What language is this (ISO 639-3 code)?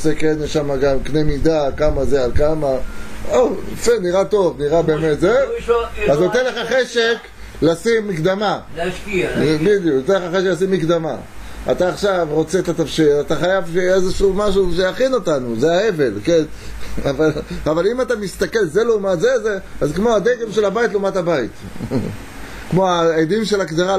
heb